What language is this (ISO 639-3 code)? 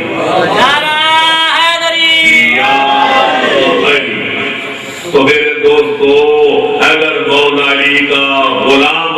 urd